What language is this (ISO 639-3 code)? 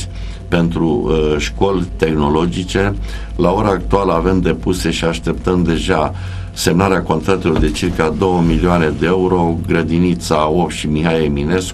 ron